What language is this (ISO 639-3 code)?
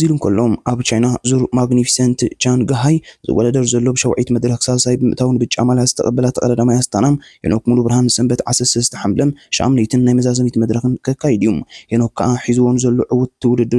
tir